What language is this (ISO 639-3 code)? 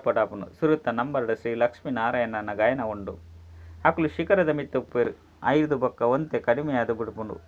tcy